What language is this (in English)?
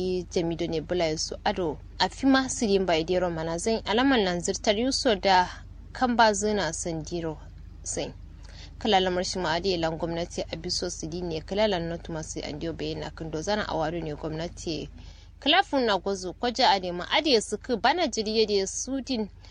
Kanuri